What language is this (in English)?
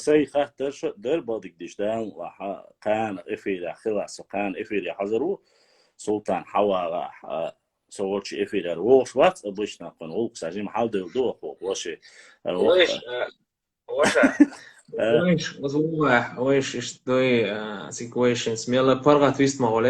Chechen